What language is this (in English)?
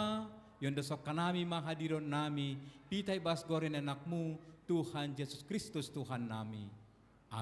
Batak Simalungun